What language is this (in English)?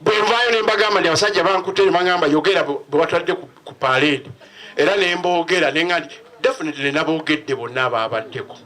Ganda